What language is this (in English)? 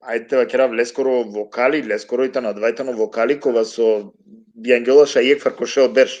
Balkan Romani